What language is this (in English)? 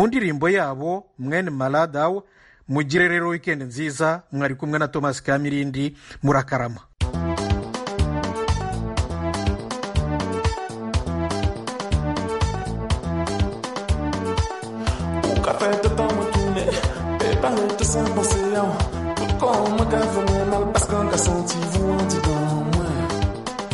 Kinyarwanda